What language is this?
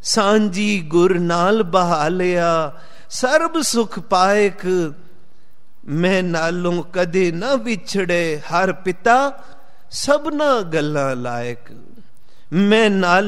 Punjabi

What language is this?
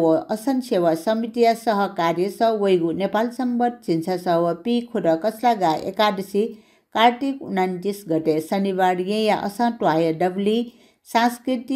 Newari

